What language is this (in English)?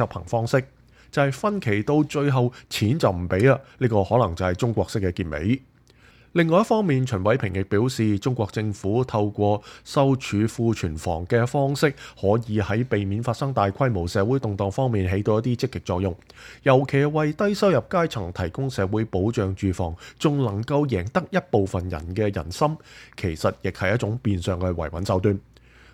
Cantonese